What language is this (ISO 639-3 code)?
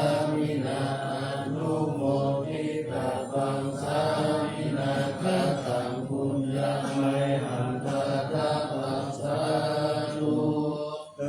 pli